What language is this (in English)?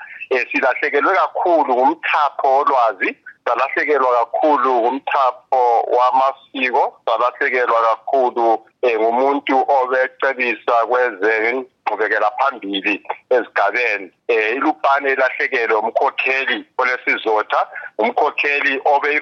North Ndebele